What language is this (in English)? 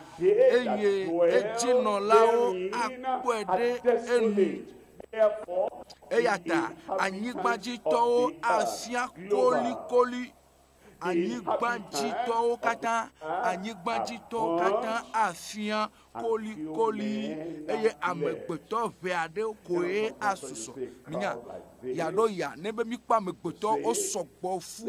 Ewe